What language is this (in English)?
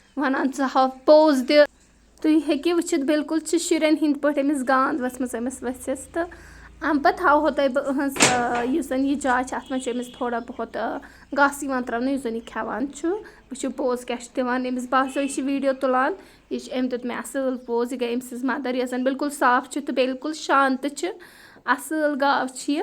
Kashmiri